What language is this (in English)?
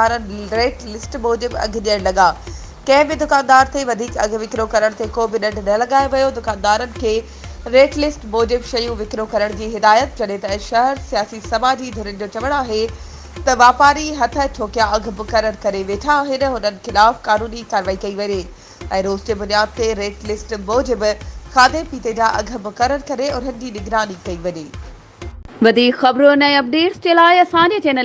Sindhi